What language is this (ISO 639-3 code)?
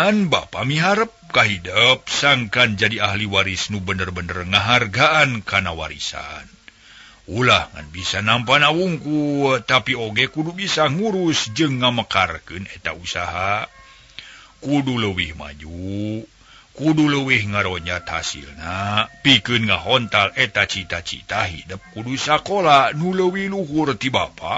sun